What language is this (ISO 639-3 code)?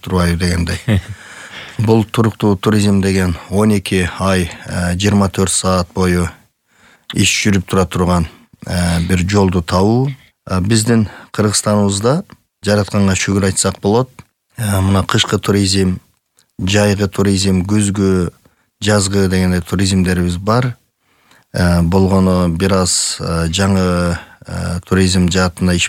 kir